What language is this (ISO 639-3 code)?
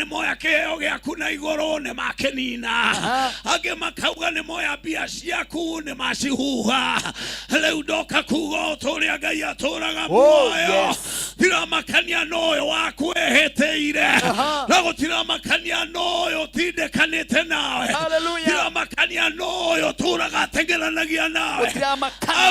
kik